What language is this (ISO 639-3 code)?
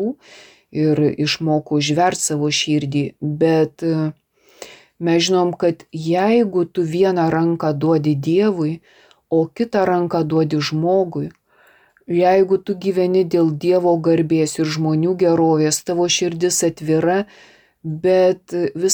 lit